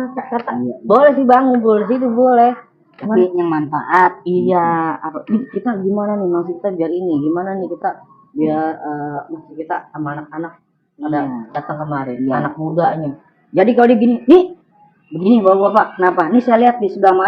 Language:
Betawi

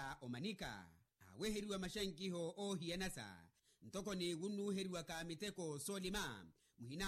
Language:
Makhuwa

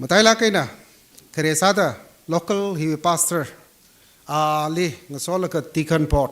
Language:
Tangkhul Naga (India)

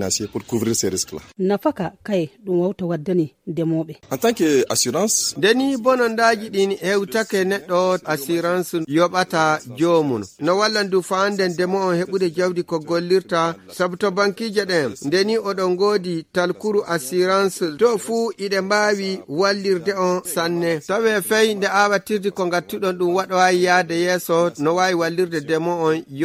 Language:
Nigerian Fulfulde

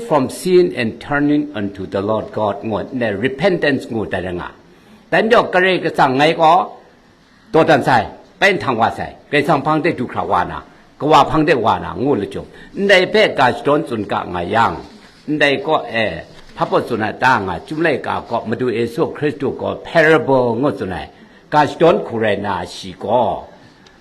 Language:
Kachin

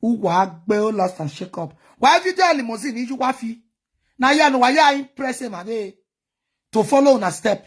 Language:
Nigerian Pidgin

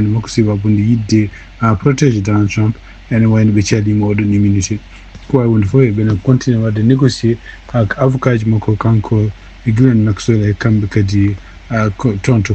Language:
Fula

